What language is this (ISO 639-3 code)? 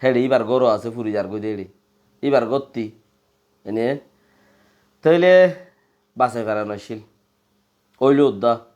rhg